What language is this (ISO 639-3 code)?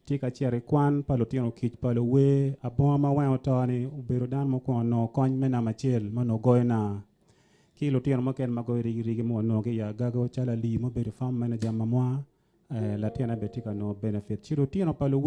ach